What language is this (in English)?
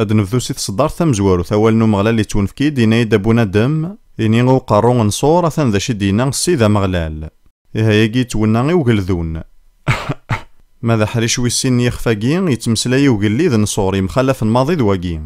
Kabyle